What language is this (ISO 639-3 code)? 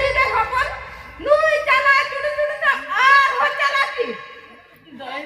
sat